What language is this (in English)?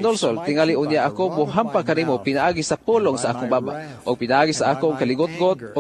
Cebuano